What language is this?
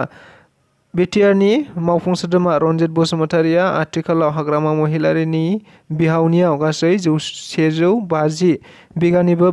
Bodo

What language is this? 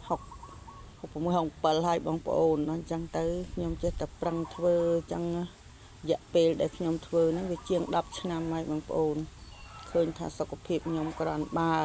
Khmer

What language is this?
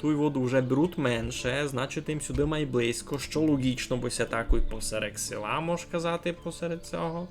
Rusyn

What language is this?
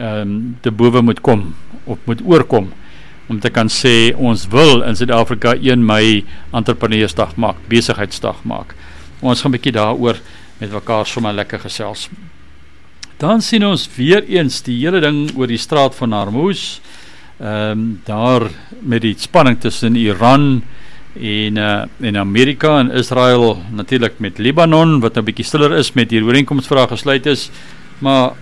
Afrikaans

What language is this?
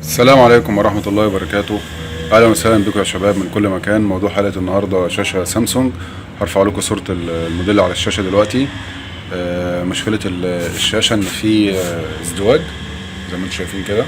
Egyptian Arabic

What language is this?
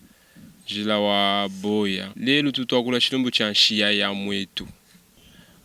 Luba-Lulua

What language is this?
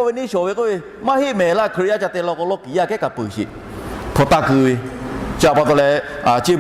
Lahu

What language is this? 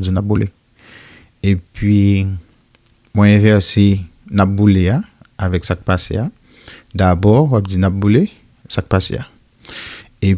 Haitian Creole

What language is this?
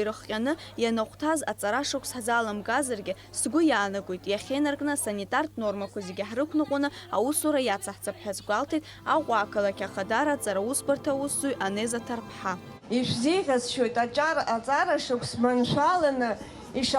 Abkhazian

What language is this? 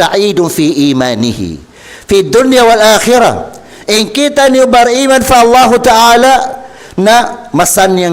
Tausug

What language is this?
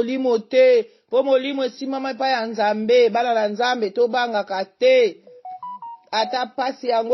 Lingala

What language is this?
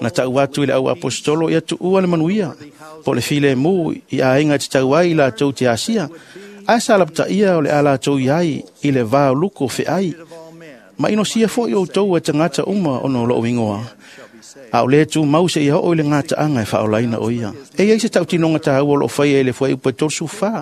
Samoan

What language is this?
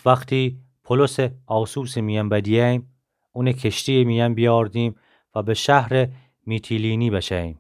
Gilaki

